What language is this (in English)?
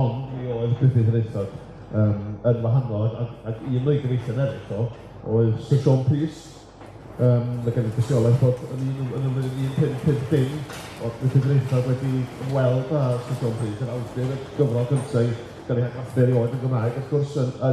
Welsh